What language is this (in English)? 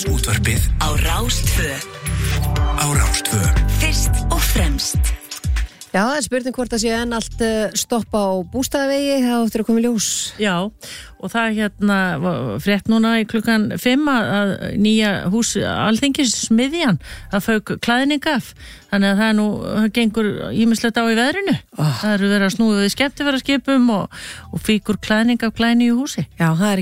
Icelandic